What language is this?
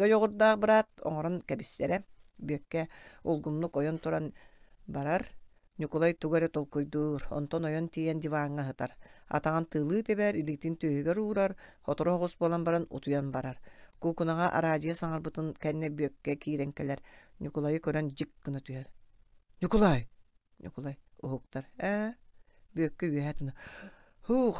Yakut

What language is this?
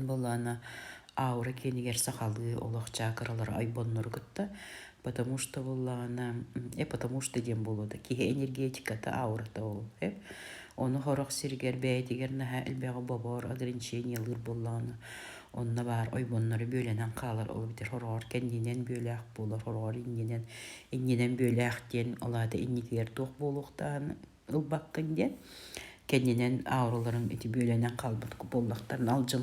Yakut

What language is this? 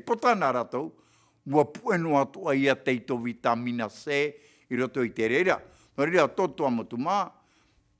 Tahitian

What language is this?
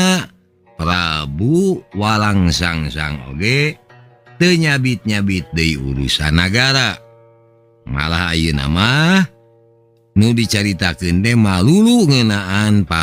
Sundanese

